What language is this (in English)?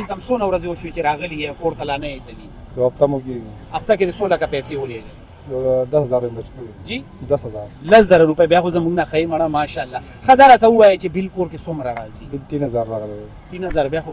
Pashto